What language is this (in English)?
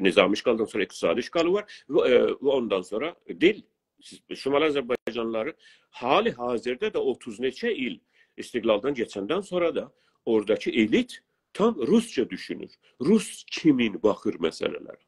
South Azerbaijani